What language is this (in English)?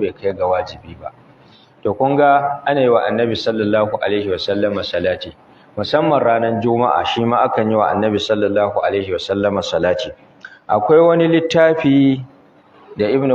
Hausa